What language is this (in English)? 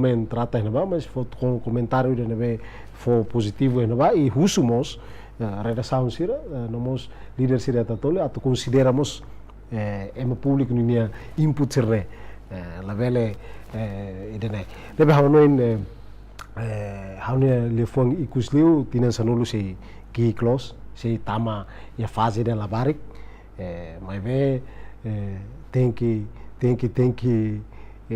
Tetum